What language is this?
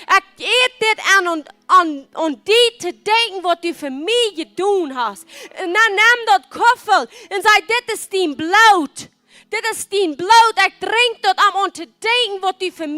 Plautdietsch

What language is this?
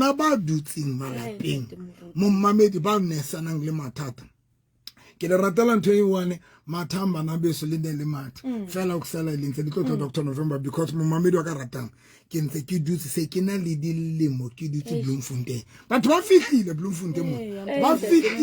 Southern Sotho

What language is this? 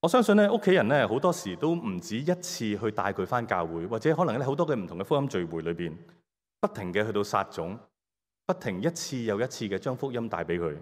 Cantonese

